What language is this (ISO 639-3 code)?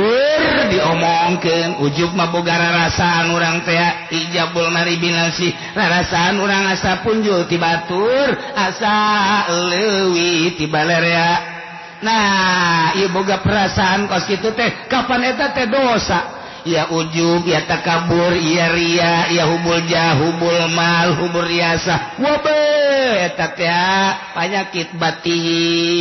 sun